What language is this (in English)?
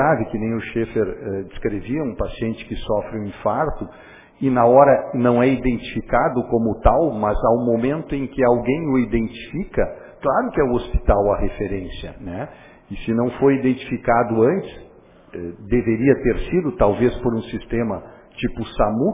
Portuguese